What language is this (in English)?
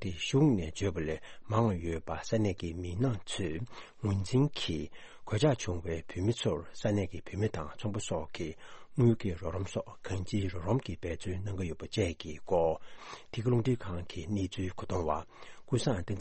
Tibetan